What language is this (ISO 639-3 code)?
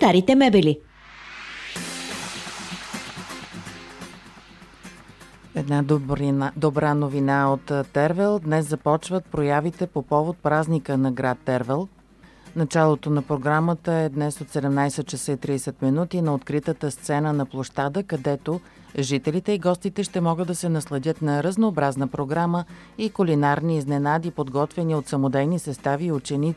bul